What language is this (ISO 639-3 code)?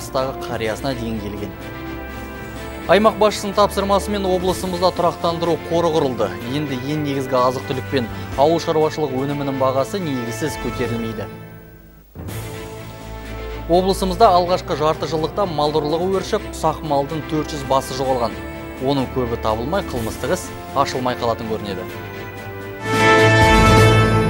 kaz